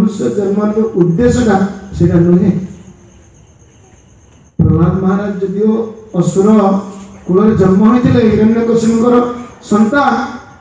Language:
Odia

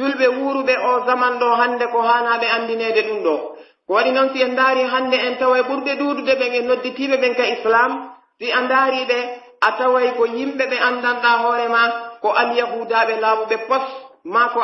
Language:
Pular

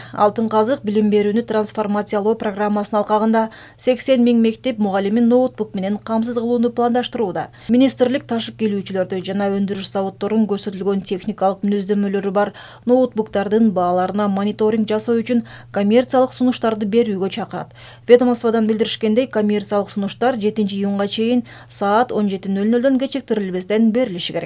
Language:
Kyrgyz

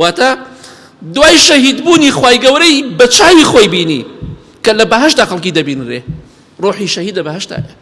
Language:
Central Kurdish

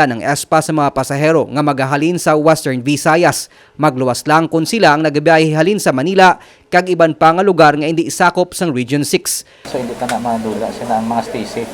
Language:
Hiligaynon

